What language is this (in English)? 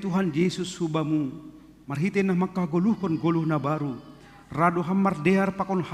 Batak Simalungun